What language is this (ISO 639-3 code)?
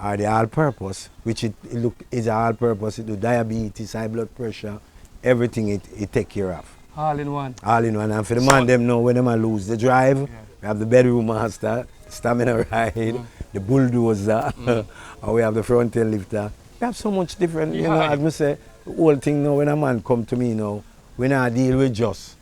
jam